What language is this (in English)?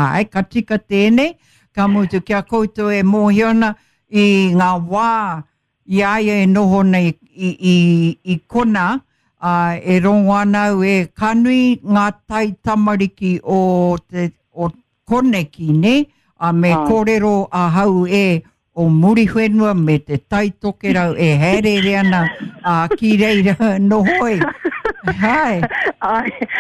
Māori